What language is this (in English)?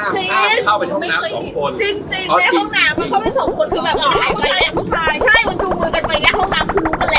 Thai